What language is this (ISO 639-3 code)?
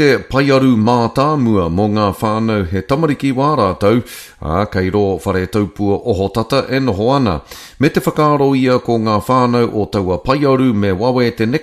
mri